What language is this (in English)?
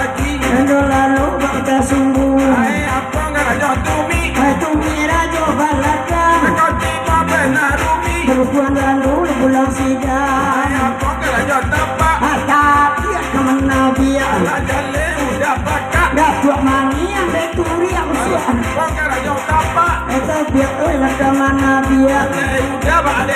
Minangkabau